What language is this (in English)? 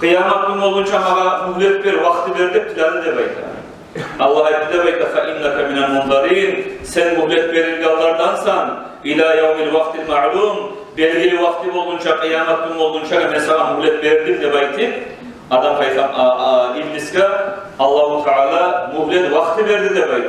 Kumyk